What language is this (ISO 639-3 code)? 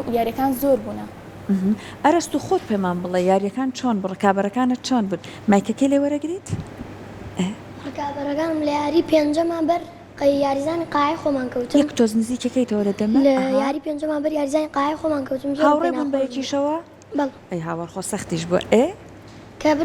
ckb